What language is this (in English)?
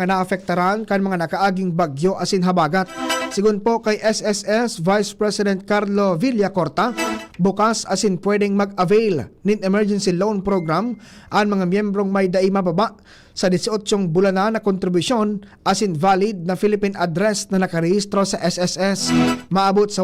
Bikol